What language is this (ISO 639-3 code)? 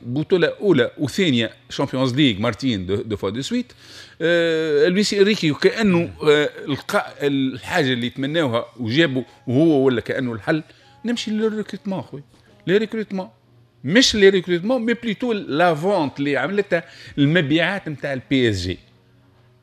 aeb